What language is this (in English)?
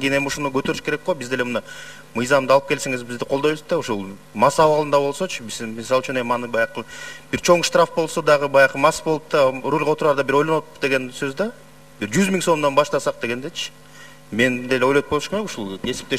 Kyrgyz